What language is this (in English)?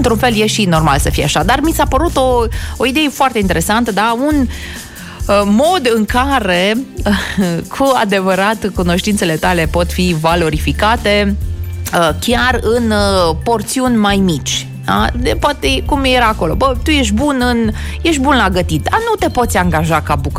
Romanian